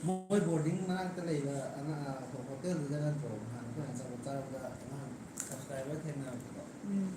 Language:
Manipuri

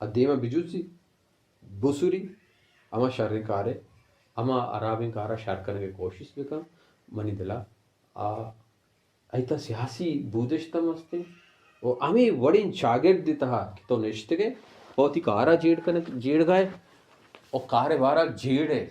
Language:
Baluchi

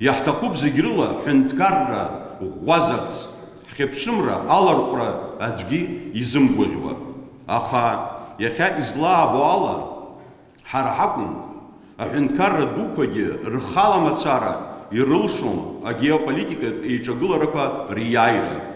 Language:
Abkhazian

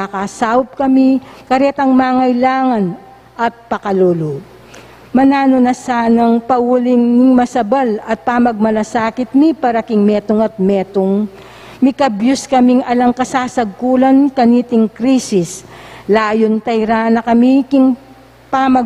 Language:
Pampanga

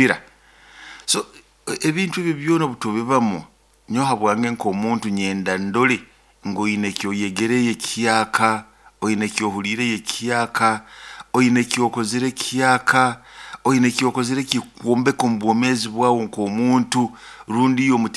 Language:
Nyoro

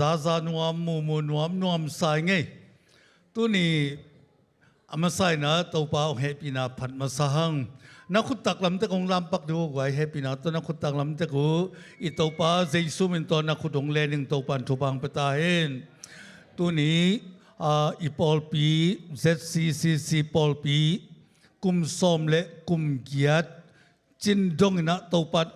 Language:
Tedim Chin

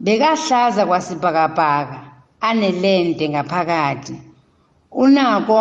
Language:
South Ndebele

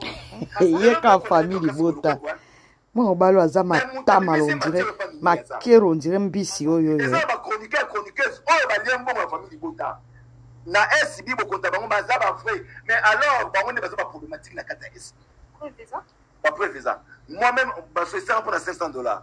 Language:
Lingala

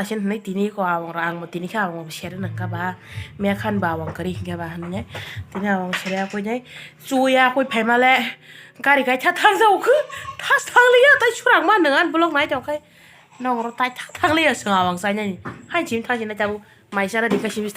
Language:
Kok Borok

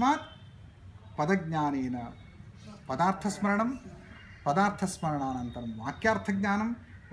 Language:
Sanskrit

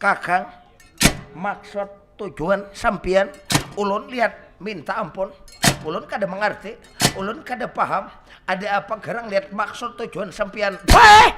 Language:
Banjar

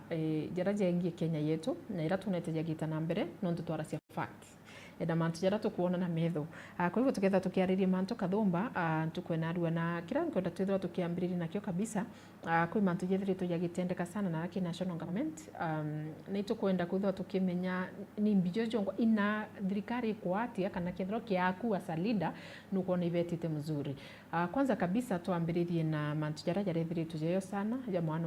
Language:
Meru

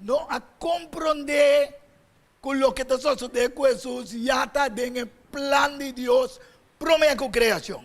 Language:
Papiamento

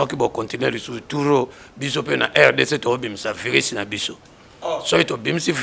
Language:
Lingala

